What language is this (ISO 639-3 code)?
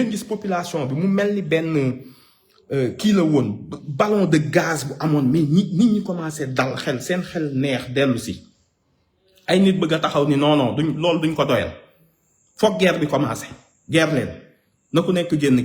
wol